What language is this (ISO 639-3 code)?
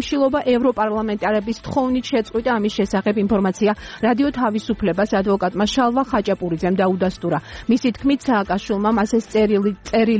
kat